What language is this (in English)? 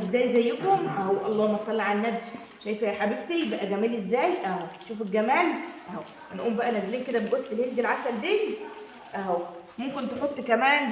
Egyptian Arabic